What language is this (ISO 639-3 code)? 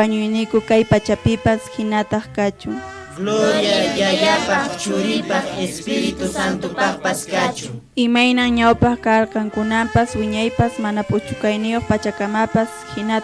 que